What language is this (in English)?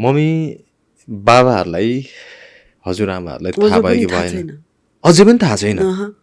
Nepali